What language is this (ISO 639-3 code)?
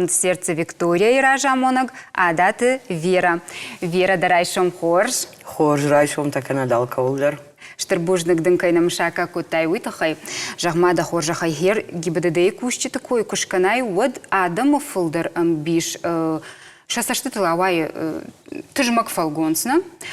oss